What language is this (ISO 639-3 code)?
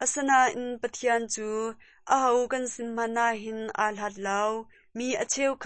cnh